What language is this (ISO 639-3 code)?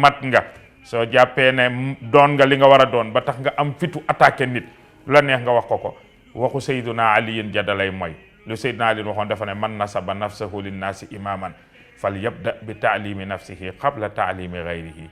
wol